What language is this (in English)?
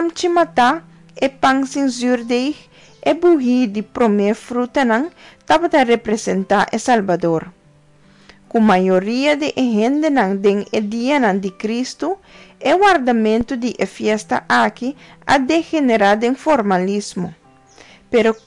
Papiamento